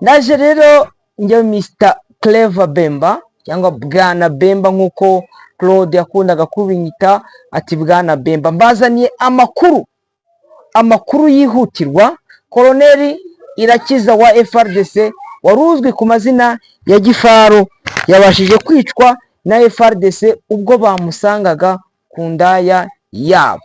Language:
Kinyarwanda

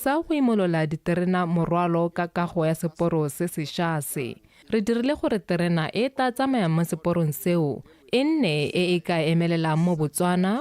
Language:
Tswana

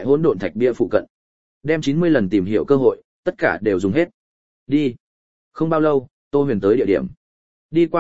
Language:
Vietnamese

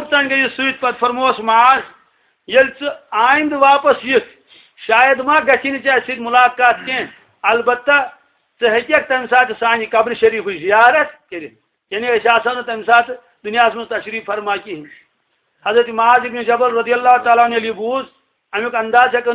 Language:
Kashmiri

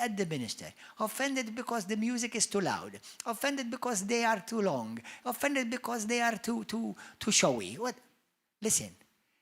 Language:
English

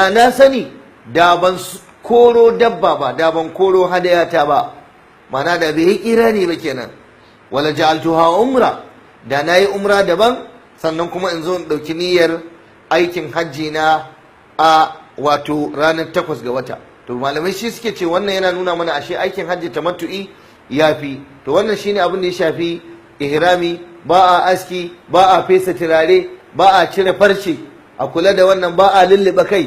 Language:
Hausa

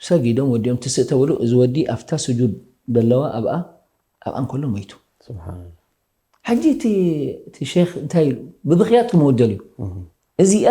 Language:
Tigrinya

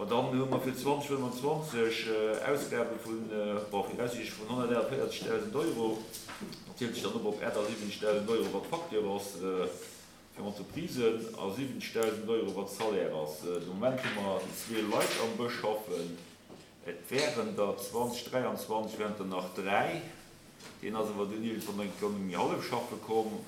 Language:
Luxembourgish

